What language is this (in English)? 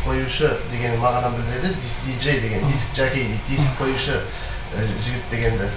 Kara-Kalpak